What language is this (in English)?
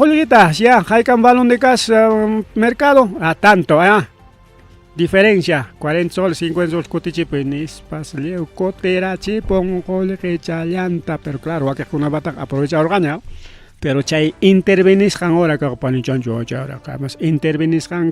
Ayacucho Quechua